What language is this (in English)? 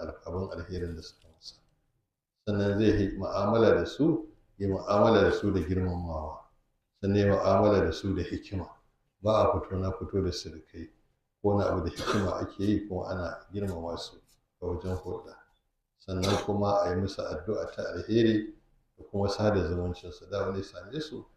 Hausa